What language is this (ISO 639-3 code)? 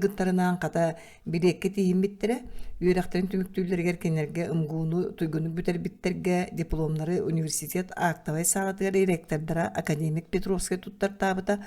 sah